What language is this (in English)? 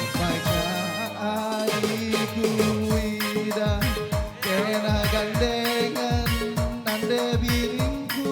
Batak Karo